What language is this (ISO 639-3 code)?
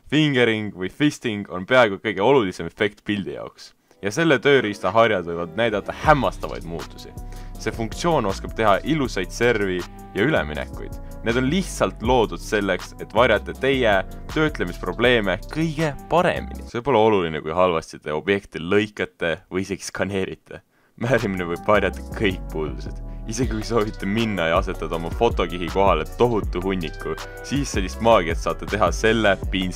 est